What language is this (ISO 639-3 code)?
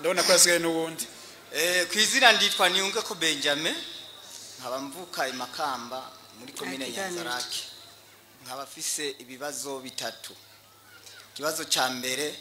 run